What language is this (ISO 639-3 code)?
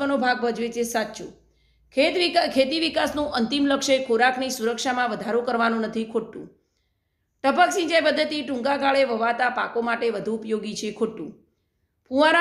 guj